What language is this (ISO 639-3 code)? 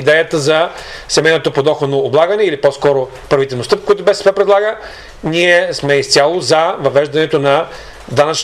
bul